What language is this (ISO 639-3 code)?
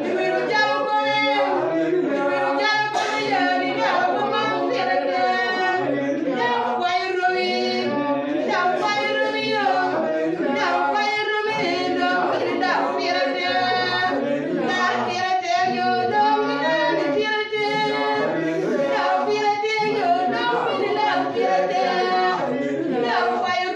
ach